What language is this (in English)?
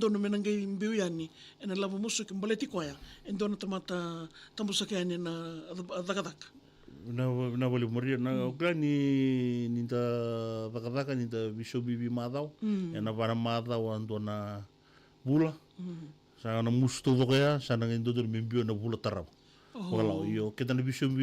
Fijian